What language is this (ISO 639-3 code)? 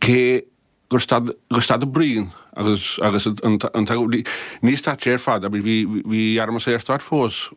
gle